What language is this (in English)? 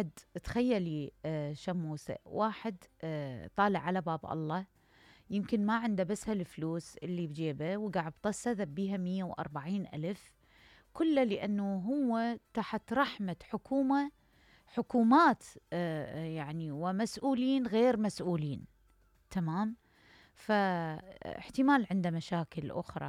Mesopotamian Arabic